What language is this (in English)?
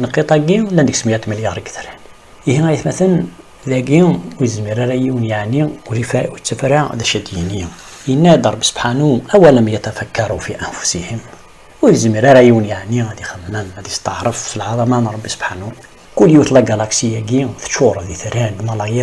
Kabyle